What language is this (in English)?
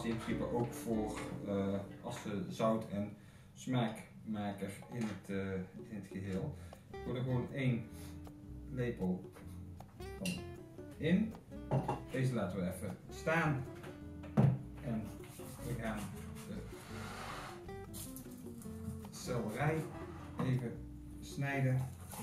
Dutch